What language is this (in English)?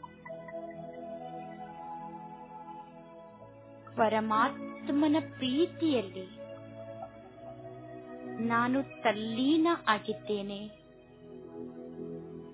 Kannada